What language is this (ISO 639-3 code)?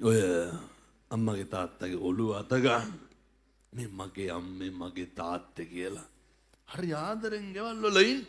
sin